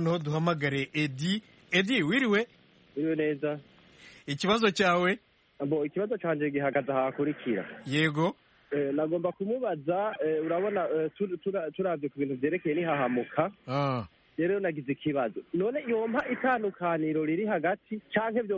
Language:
Kinyarwanda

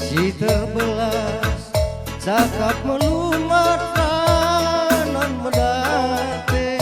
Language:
Batak Karo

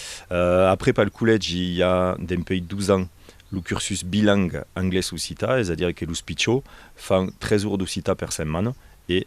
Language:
Occitan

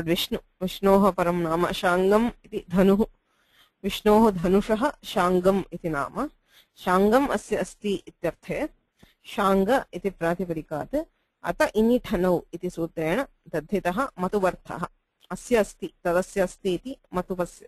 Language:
Sanskrit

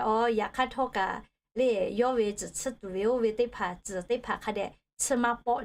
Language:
Lahu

